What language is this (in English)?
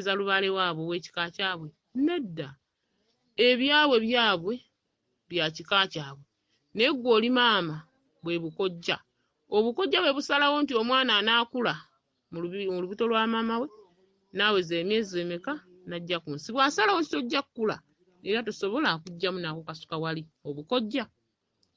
Ganda